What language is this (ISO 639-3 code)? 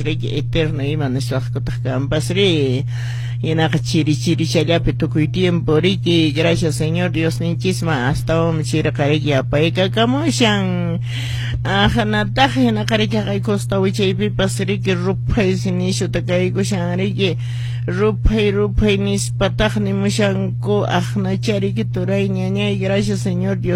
que